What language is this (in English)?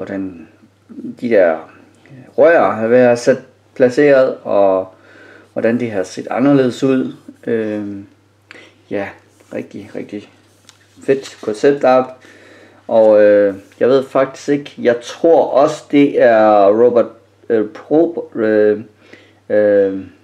Danish